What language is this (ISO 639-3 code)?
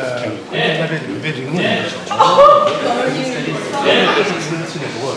bod